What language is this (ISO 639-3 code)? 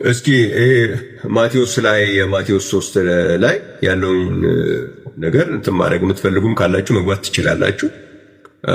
amh